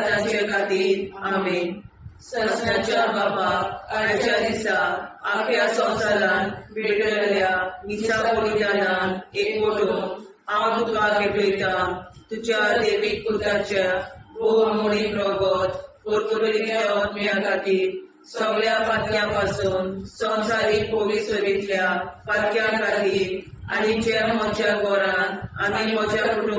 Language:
Konkani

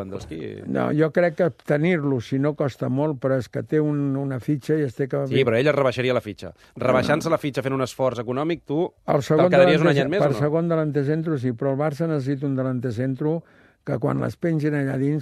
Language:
Catalan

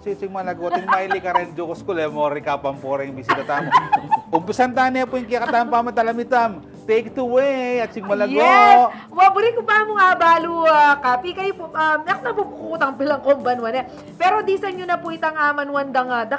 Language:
Pampanga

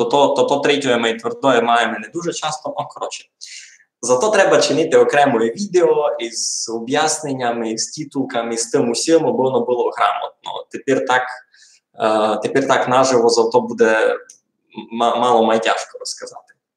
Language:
Rusyn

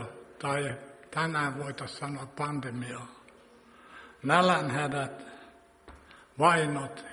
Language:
Finnish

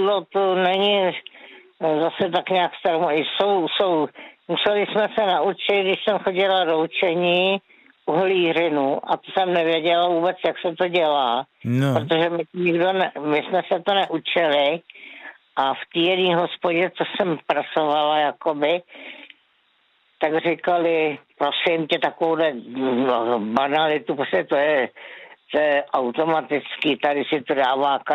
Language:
Czech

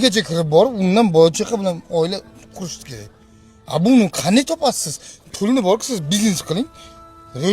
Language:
Uzbek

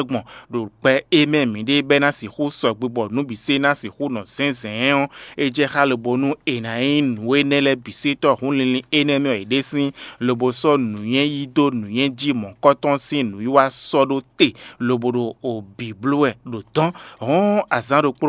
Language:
Fon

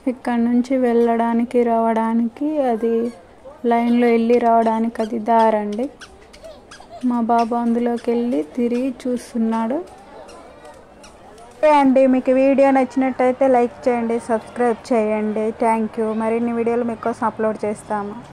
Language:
Telugu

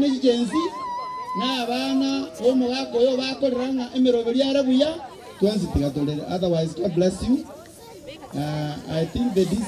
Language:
Gusii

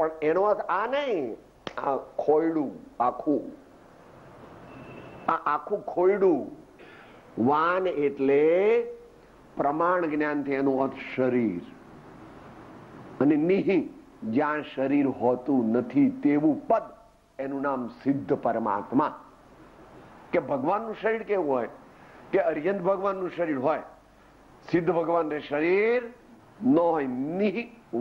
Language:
Gujarati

